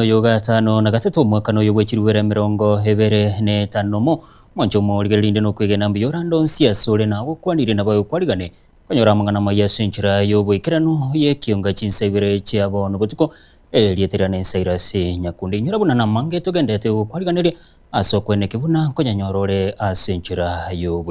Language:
Gusii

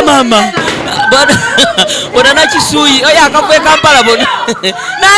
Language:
Ganda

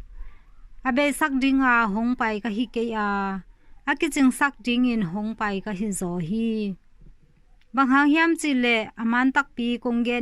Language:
Tedim Chin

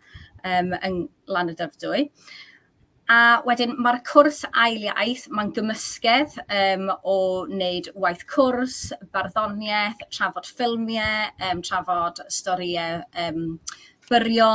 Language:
Welsh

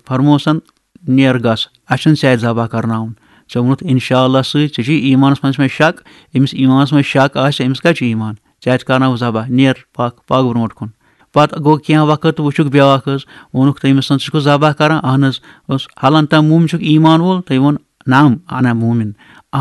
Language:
Kashmiri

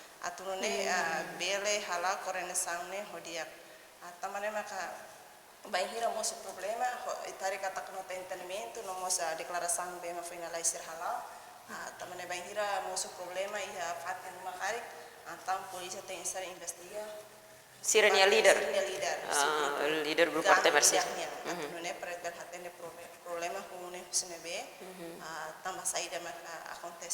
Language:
Tetum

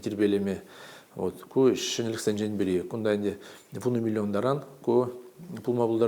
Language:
Chuvash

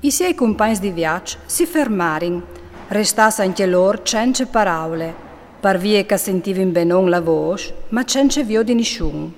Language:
Friulian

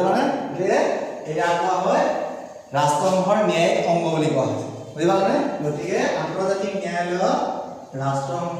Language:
Assamese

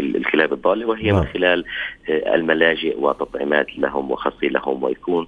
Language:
North Levantine Arabic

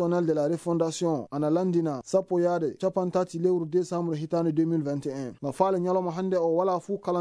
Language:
Fula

